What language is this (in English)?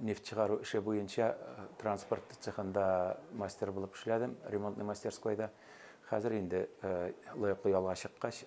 Bashkir